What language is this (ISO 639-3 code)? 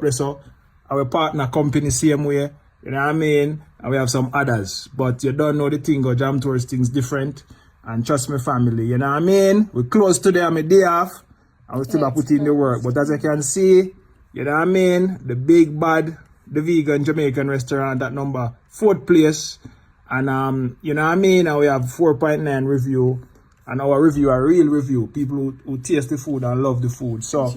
jam